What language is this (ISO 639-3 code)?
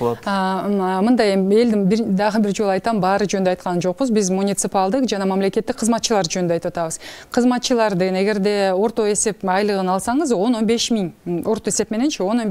kir